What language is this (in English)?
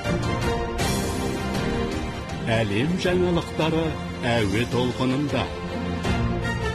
Kazakh